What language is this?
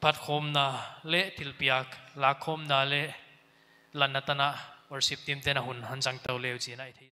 Paite Chin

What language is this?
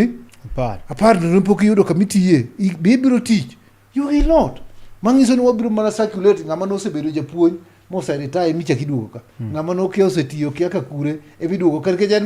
Luo (Kenya and Tanzania)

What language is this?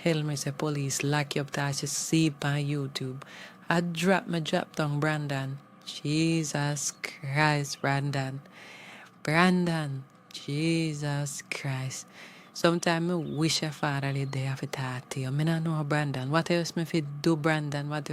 Jamaican Creole English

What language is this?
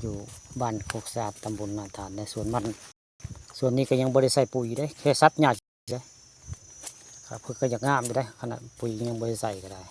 Northeastern Thai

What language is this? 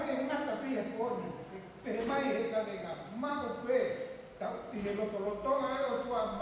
Tongan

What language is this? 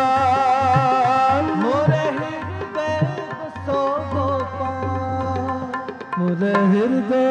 Punjabi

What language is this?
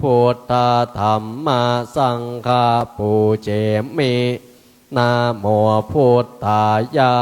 Pali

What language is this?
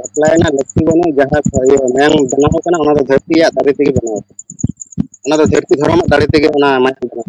Santali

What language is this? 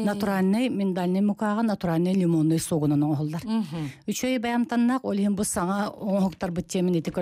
Yakut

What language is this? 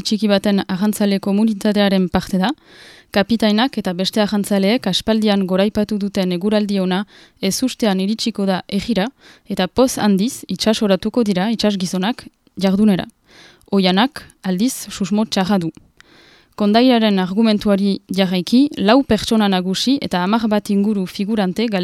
Basque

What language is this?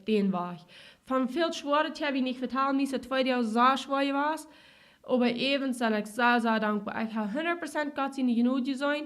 Plautdietsch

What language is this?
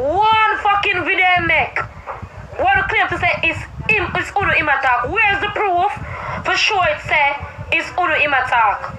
Jamaican Creole English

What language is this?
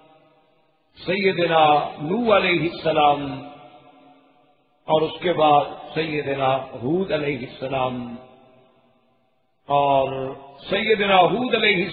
Urdu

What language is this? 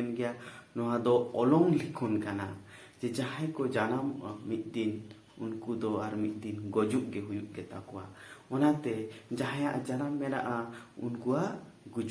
Santali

